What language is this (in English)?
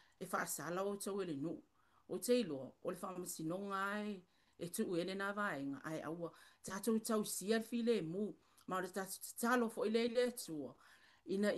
Samoan